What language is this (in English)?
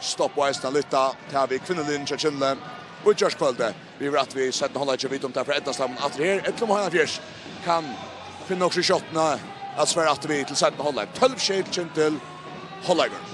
Faroese